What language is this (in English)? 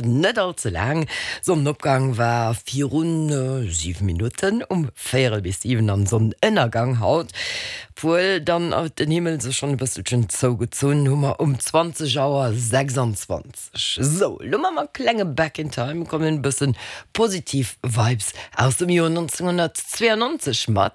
Luxembourgish